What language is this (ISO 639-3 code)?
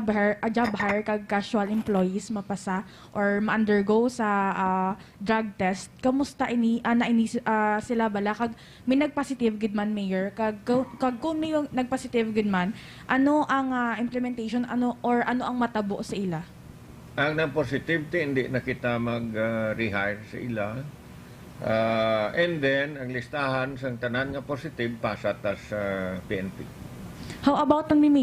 hil